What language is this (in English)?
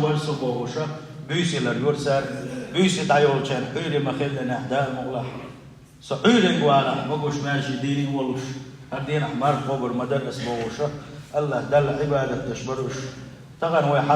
Chechen